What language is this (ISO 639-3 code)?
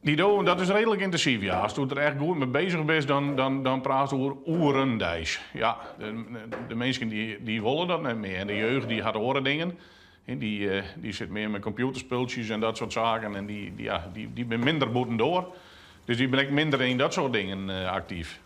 fry